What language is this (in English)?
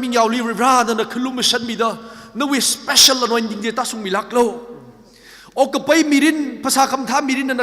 Tangkhul Naga (India)